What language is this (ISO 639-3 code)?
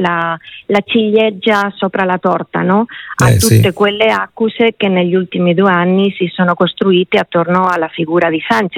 ita